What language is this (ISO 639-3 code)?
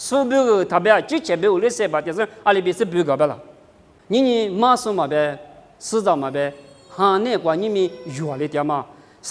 lis